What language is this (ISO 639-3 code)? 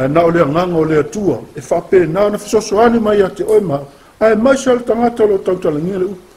smo